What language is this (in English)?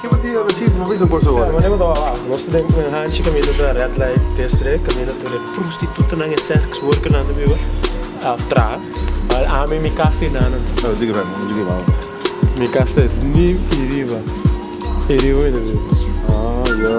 Papiamento